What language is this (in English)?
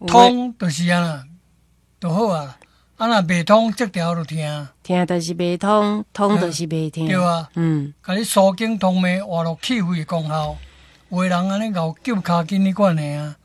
Min Nan Chinese